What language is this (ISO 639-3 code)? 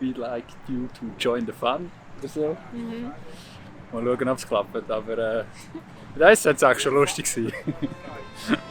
gsw